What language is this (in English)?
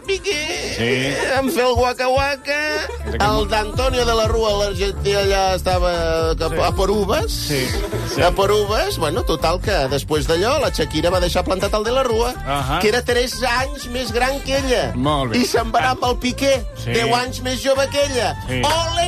Catalan